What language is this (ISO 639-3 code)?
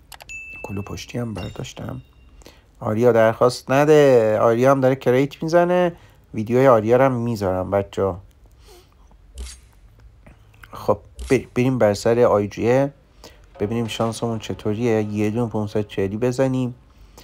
fas